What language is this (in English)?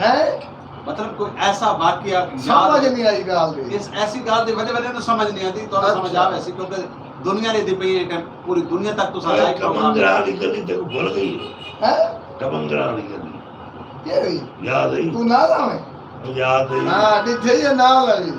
Saraiki